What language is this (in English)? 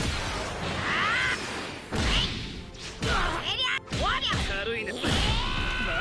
Japanese